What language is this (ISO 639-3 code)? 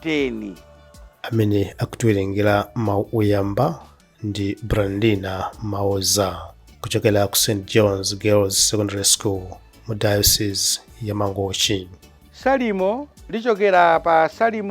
nya